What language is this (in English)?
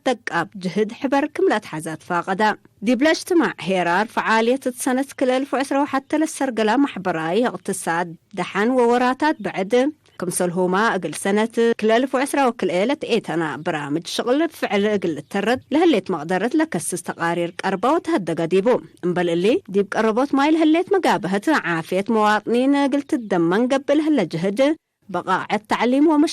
Tigre